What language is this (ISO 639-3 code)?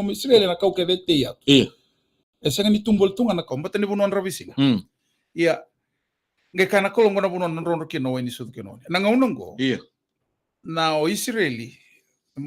fij